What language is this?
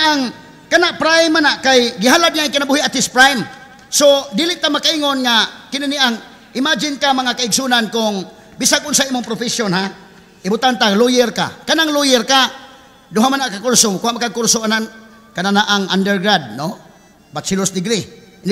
Cebuano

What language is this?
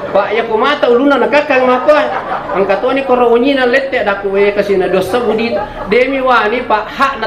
Buginese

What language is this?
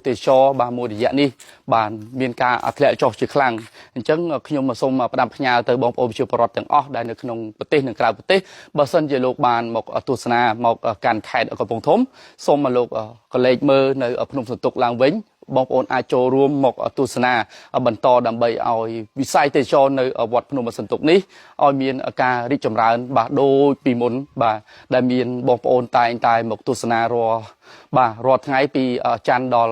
Khmer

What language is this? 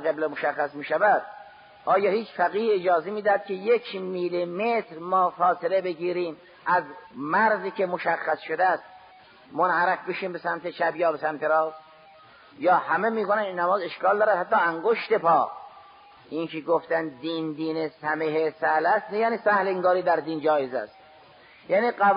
Persian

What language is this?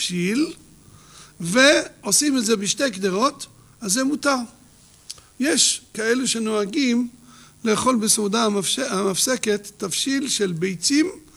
Hebrew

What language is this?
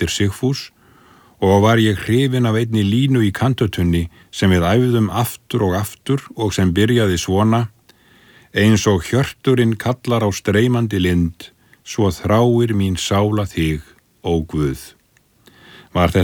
Icelandic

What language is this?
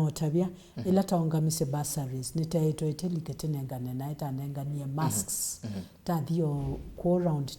Kamba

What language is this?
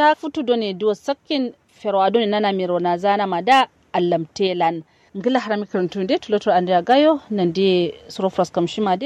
Kanuri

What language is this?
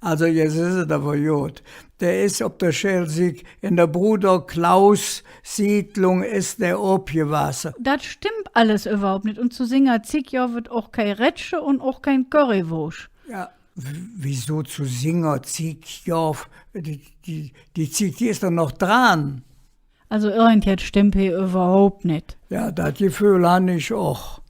Colognian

